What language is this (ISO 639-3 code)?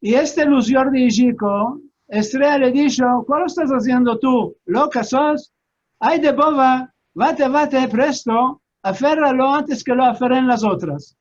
lad